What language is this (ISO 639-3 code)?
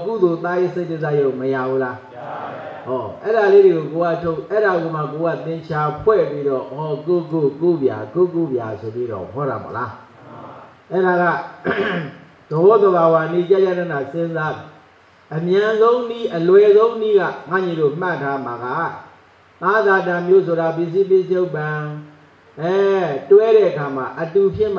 mya